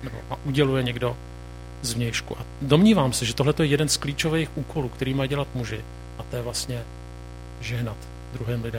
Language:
Czech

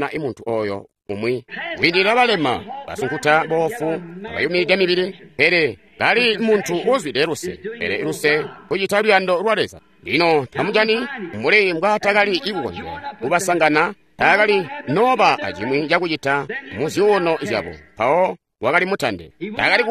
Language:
Tonga (Zambia)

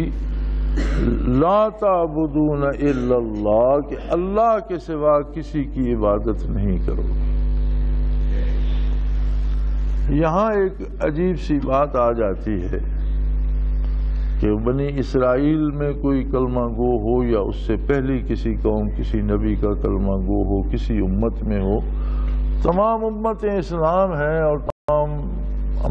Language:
Urdu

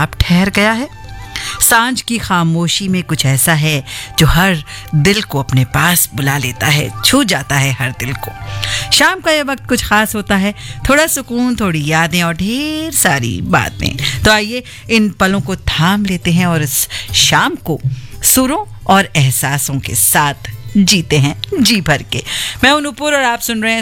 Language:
Hindi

